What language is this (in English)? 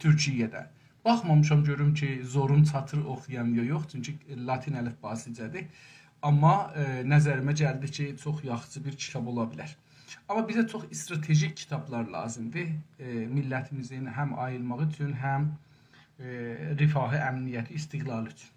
South Azerbaijani